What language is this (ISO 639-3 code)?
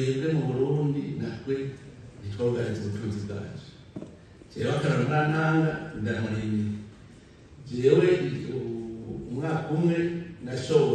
run